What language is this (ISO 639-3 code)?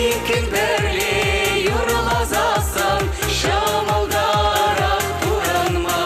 chv